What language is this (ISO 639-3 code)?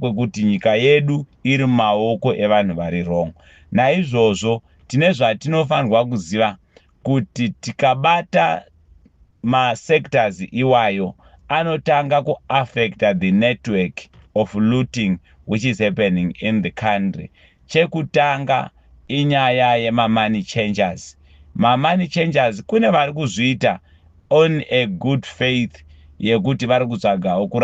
sna